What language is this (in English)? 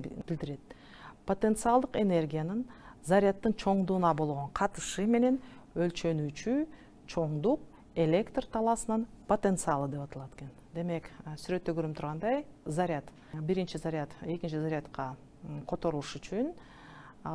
Kyrgyz